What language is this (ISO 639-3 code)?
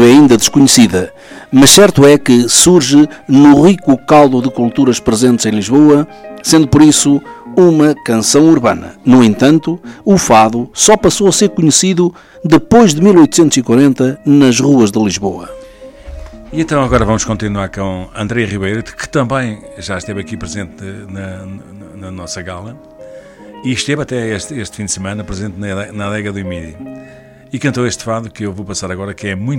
por